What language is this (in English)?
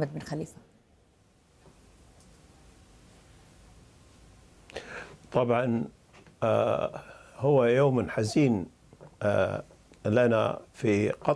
Arabic